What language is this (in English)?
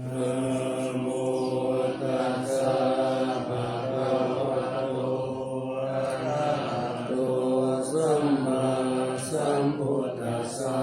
Pali